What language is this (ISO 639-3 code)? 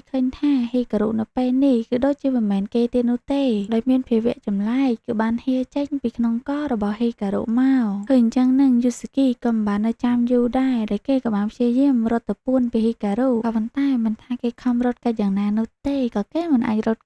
khm